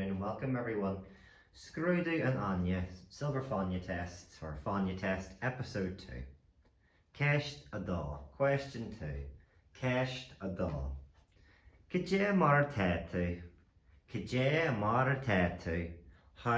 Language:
Irish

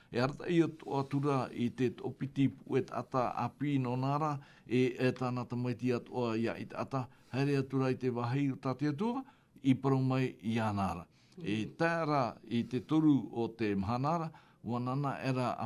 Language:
Tahitian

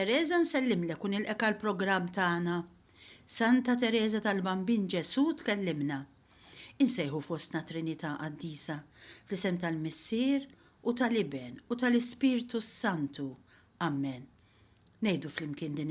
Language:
Maltese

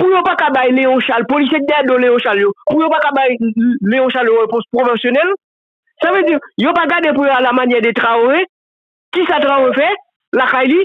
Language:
Haitian Creole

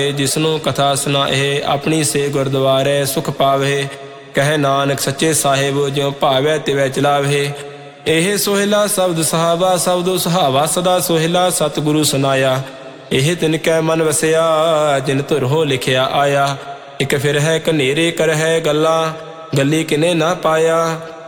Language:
Punjabi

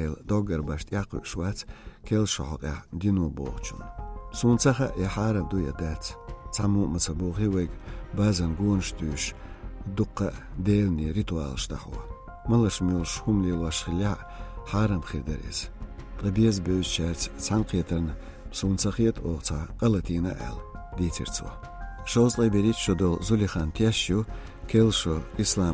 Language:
Chechen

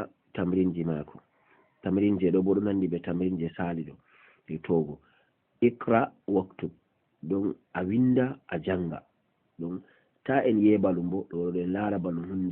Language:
Fula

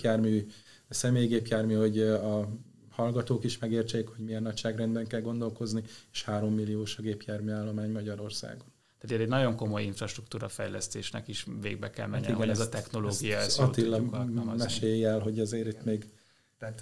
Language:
Hungarian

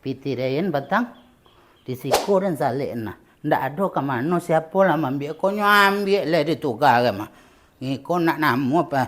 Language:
Minangkabau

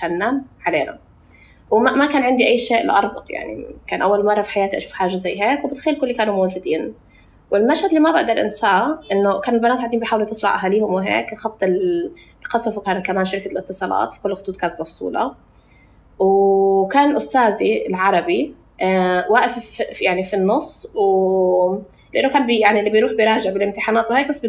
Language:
North Levantine Arabic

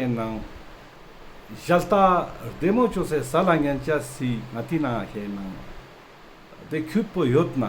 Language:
Ladakhi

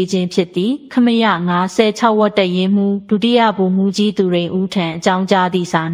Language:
Burmese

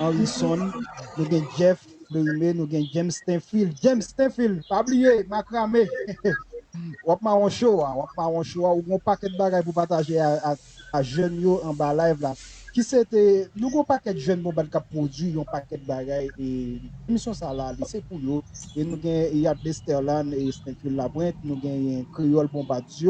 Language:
Haitian Creole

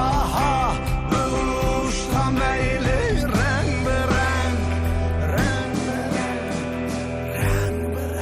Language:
Kurdish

